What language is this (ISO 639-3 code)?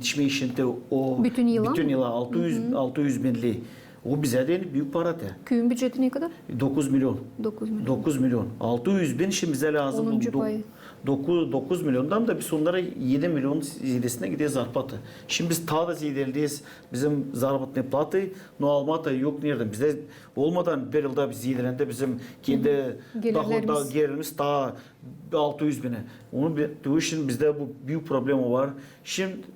gag